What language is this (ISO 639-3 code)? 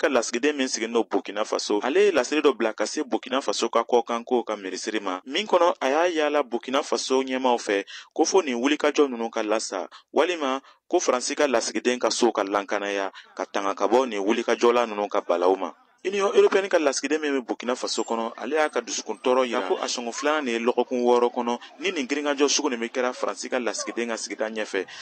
bam